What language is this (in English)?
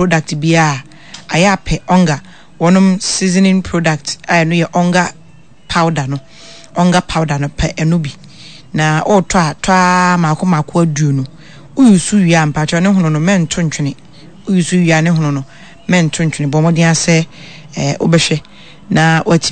Akan